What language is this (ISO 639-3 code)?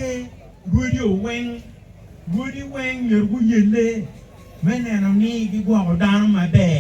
ach